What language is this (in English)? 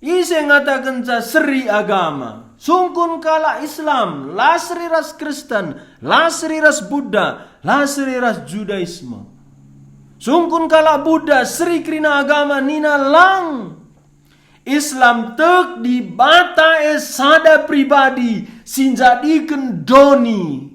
Batak Karo